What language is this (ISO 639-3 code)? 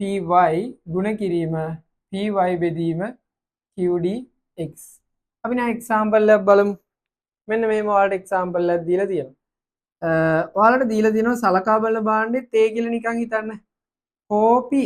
sin